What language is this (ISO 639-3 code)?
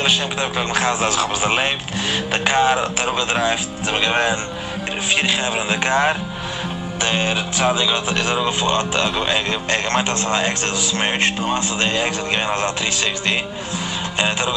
yid